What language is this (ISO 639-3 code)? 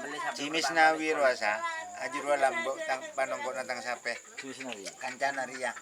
mad